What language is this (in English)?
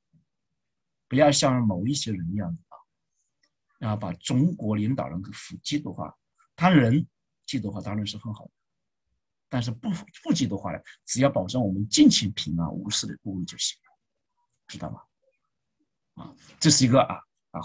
Chinese